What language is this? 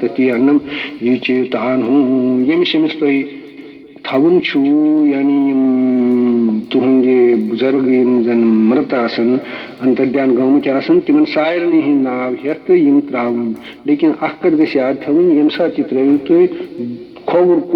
Kashmiri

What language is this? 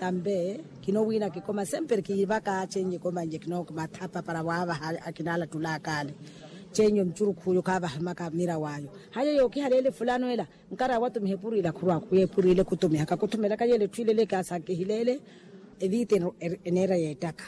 Makhuwa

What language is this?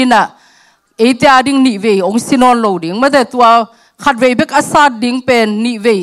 Tedim Chin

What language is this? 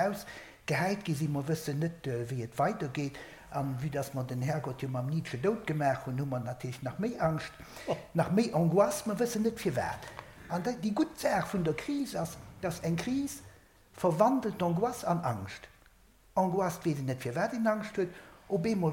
Luxembourgish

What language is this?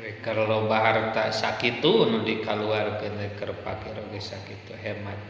Sundanese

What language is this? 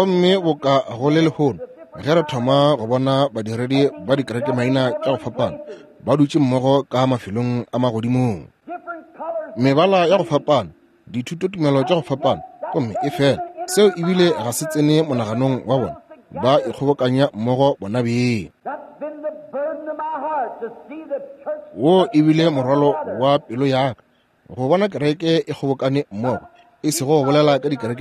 Northern Sotho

